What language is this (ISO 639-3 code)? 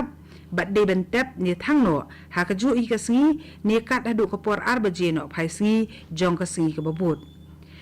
kha